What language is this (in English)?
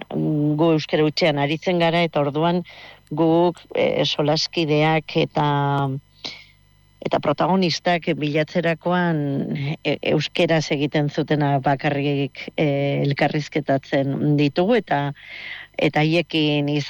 Basque